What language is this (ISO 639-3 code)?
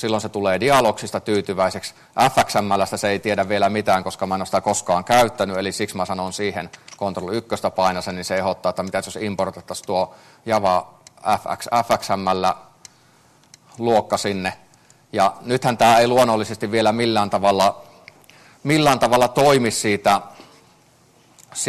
fin